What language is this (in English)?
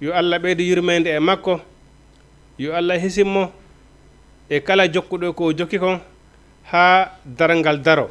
Fula